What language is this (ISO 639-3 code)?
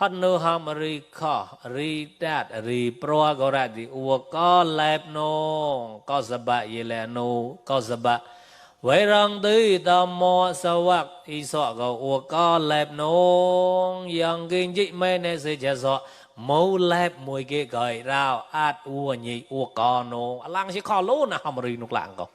mnw